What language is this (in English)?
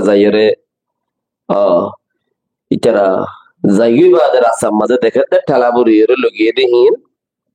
Rohingya